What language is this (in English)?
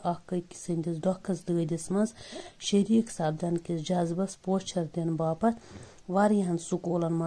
Kashmiri